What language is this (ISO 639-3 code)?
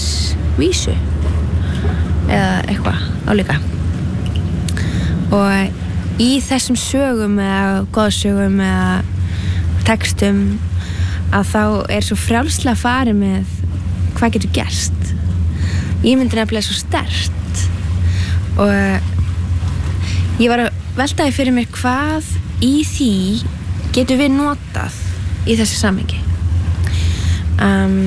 isl